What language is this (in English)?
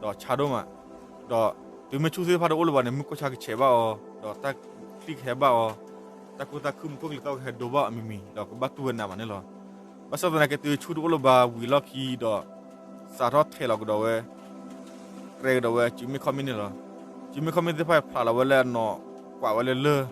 S'gaw Karen